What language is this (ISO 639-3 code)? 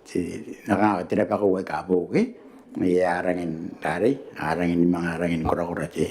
gil